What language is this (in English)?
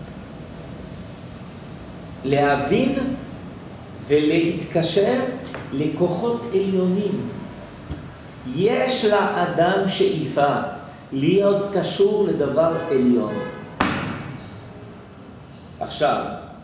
Hebrew